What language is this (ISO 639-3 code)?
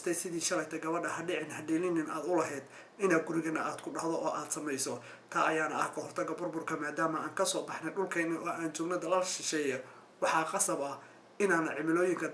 som